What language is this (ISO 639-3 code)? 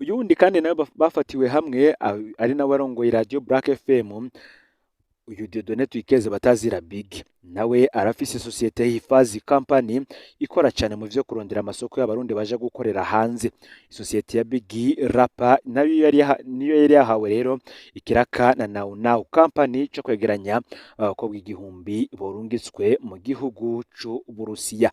run